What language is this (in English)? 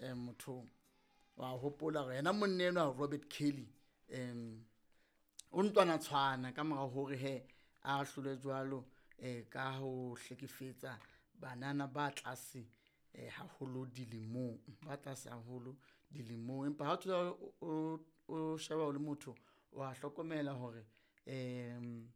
Southern Sotho